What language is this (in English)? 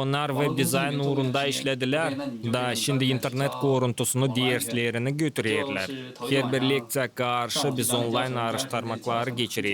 Gagauz